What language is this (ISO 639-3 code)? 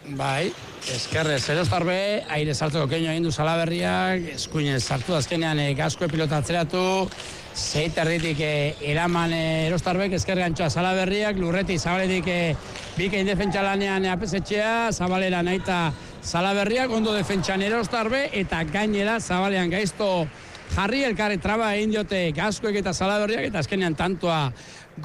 eus